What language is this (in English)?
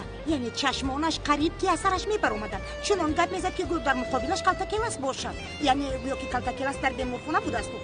Tajik